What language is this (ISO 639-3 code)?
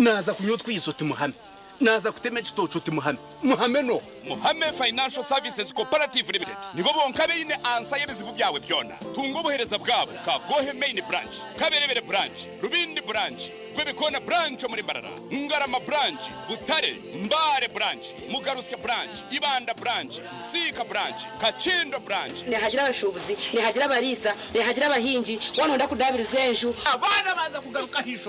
nyn